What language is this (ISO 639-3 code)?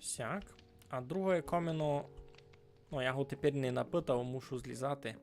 rue